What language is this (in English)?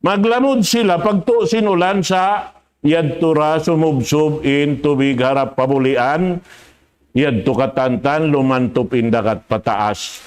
Tausug